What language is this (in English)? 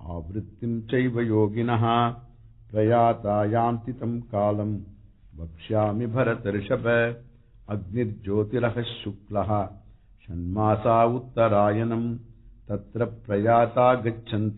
Sanskrit